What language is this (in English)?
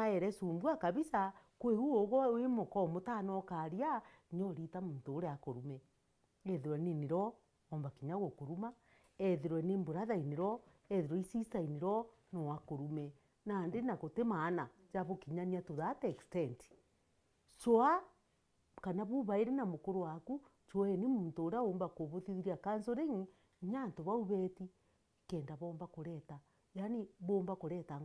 Meru